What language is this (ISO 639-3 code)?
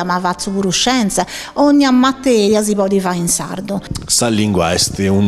srd